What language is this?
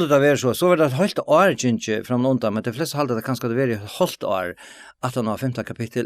Faroese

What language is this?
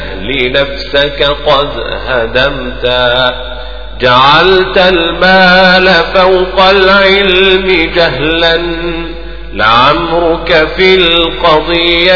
Arabic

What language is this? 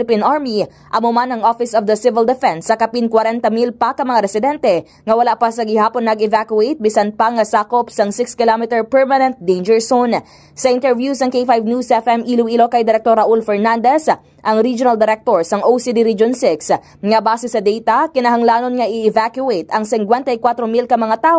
Hiligaynon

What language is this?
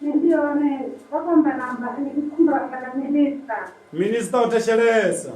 Venda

